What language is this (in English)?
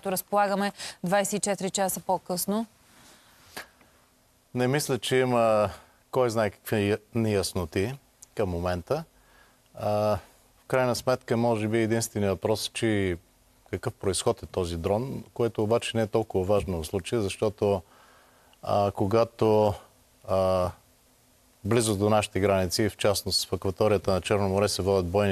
Bulgarian